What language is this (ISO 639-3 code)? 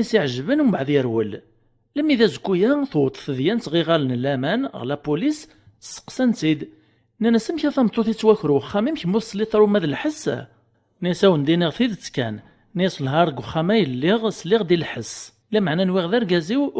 kab